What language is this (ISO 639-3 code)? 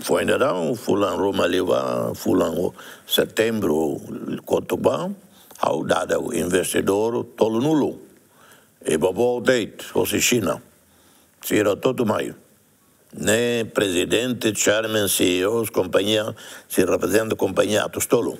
tet